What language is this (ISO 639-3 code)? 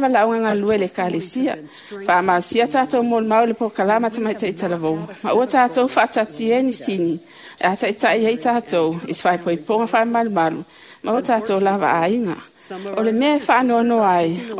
smo